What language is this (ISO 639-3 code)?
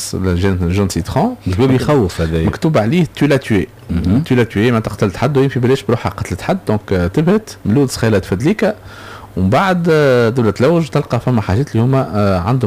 aeb